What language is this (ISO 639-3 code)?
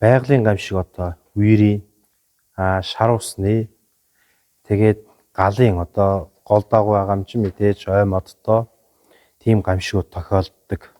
mon